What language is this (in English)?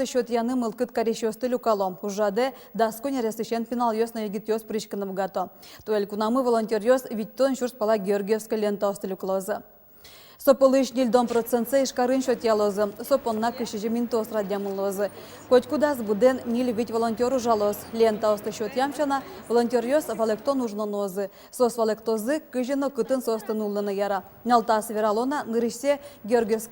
Udmurt